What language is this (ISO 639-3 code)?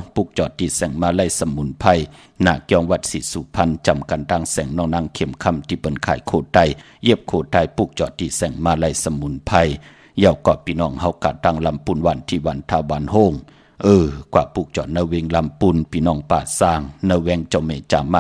shn